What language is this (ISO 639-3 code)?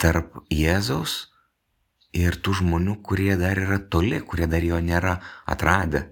lit